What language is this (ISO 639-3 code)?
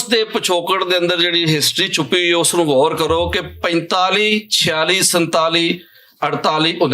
lah